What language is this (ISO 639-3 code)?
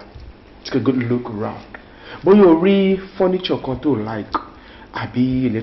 yor